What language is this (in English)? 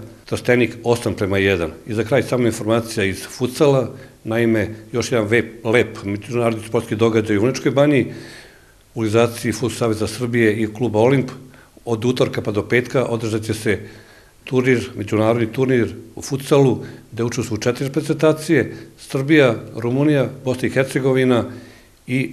Serbian